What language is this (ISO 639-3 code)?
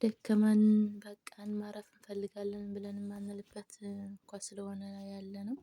amh